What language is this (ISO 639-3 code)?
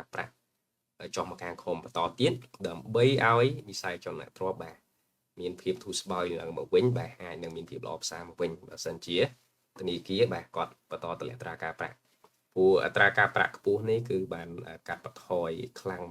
khm